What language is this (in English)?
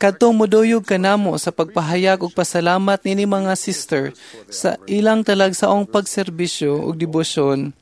Cebuano